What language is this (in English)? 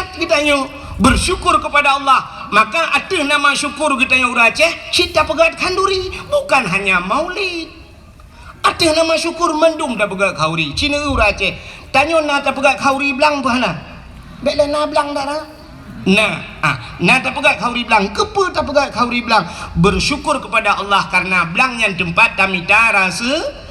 Achinese